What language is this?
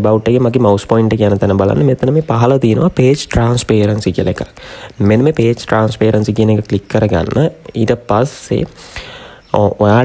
Sinhala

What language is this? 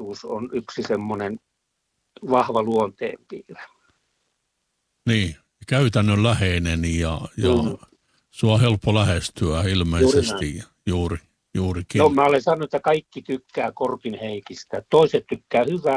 Finnish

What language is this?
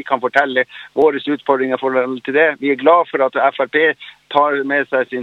Norwegian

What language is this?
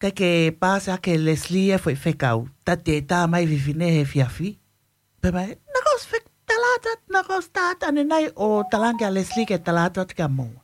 Tongan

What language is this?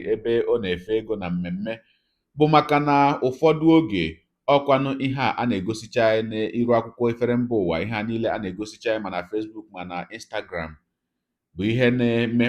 Igbo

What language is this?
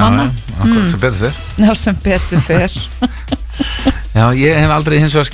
Icelandic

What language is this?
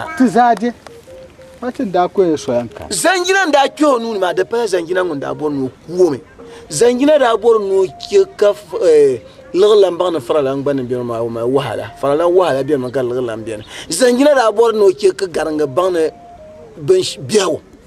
Dagbani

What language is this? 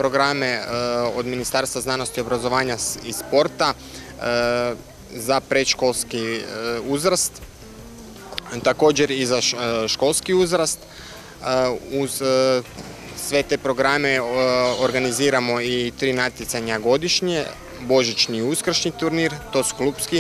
Croatian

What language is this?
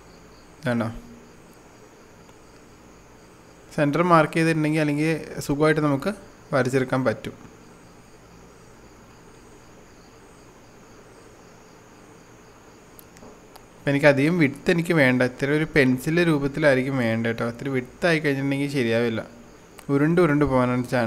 Malayalam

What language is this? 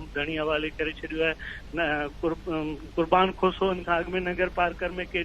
Sindhi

